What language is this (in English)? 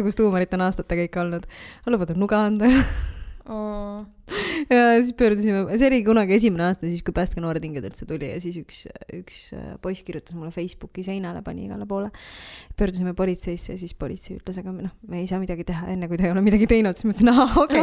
Estonian